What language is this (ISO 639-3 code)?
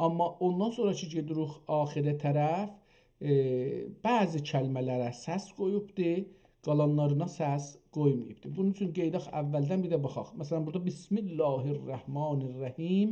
azb